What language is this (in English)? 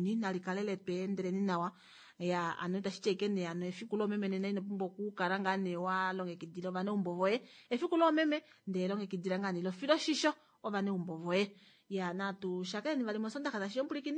Kuanyama